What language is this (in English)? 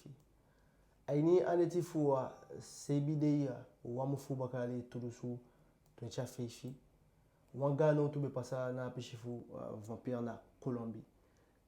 Eastern Maroon Creole